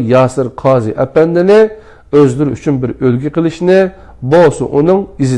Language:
Uyghur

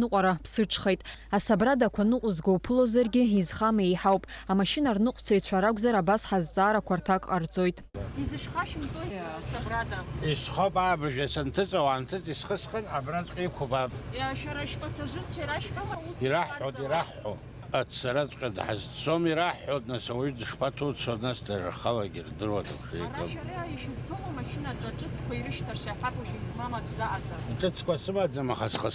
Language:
Abkhazian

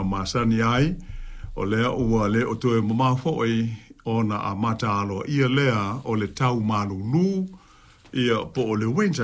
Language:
Samoan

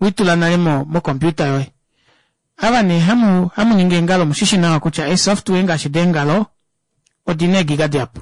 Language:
Kuanyama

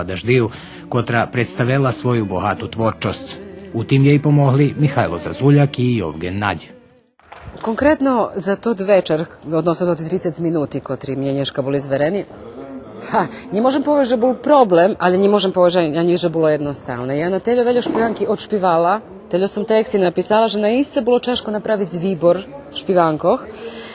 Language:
Rusyn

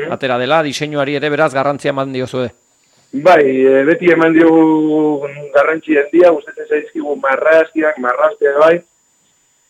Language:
Basque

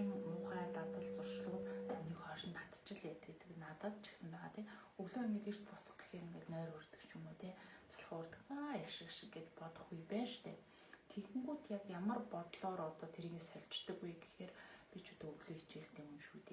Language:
Mongolian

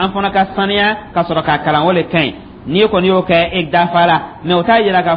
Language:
Dyula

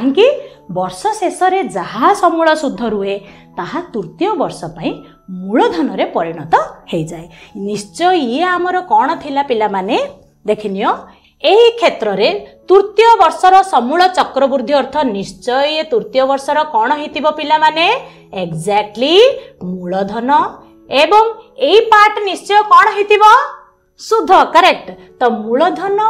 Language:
Odia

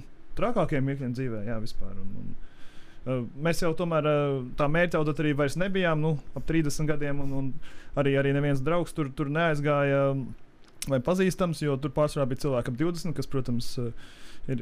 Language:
Latvian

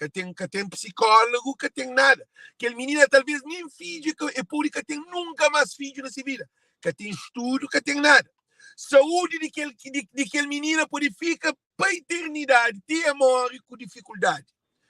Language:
Kabuverdianu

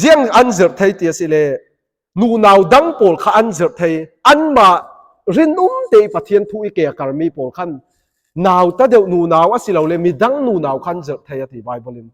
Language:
Falam Chin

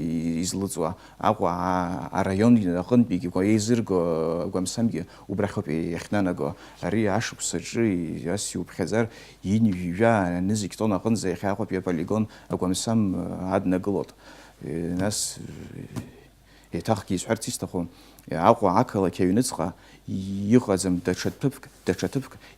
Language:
Abkhazian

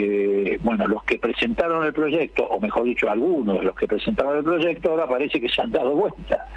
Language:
Spanish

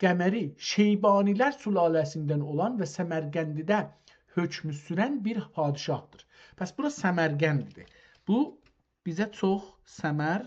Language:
South Azerbaijani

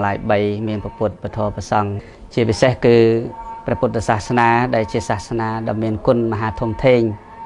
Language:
Khmer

